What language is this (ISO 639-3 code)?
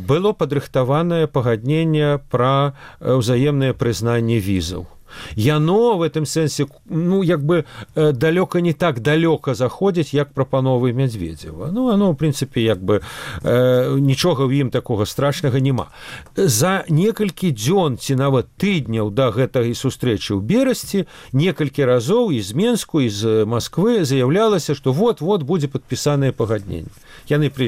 bel